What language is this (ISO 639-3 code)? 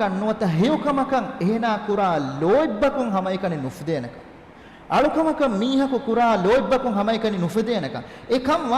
div